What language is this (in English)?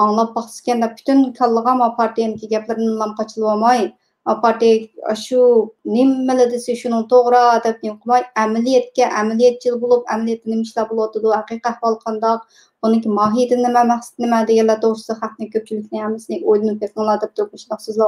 Uyghur